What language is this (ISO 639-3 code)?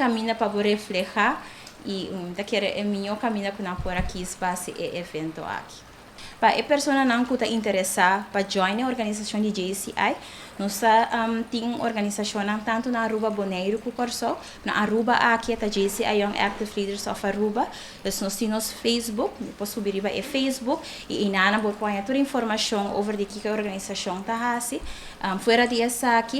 pap